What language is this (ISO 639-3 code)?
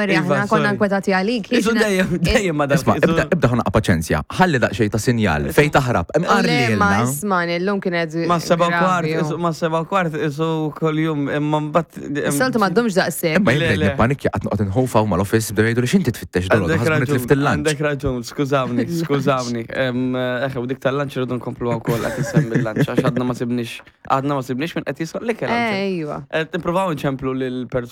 mlt